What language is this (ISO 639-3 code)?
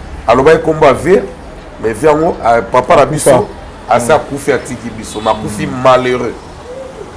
lin